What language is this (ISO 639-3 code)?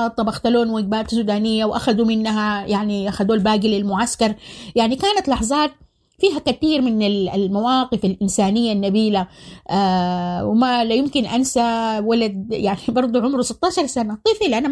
apd